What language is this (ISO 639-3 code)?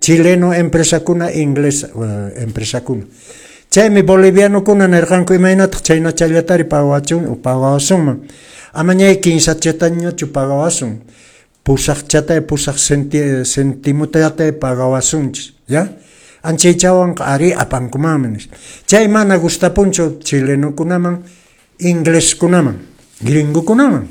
que